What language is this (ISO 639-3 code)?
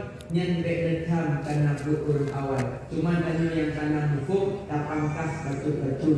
ace